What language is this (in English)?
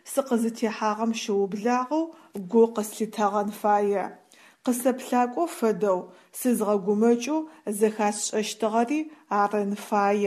Adyghe